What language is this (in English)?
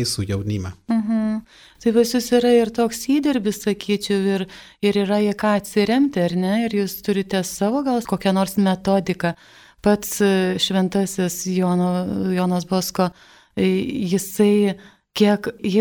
Lithuanian